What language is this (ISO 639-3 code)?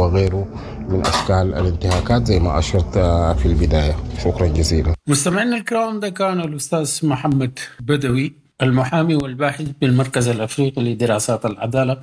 apd